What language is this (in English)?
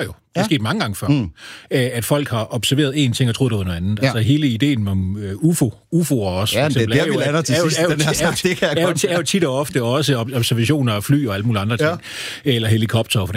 Danish